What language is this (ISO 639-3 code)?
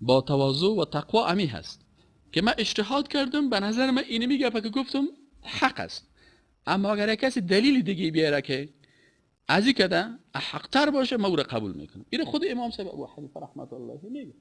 fas